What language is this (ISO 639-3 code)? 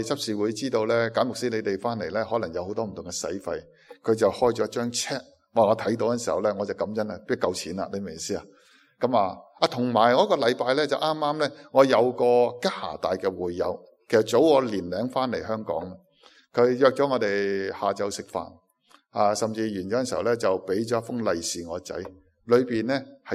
yue